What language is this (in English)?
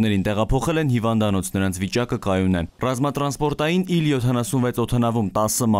Armenian